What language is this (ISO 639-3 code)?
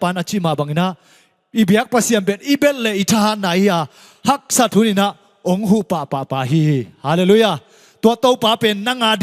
ctd